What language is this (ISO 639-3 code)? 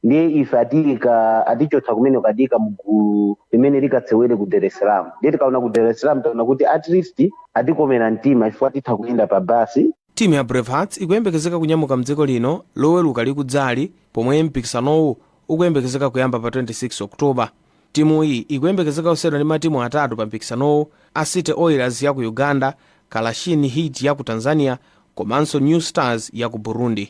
nya